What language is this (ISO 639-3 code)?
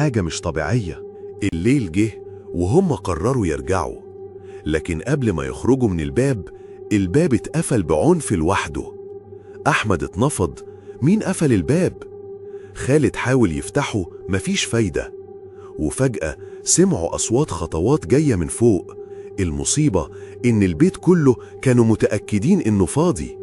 arz